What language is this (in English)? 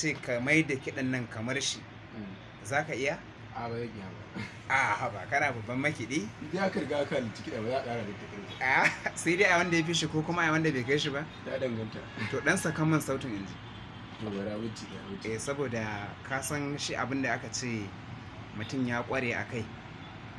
Hausa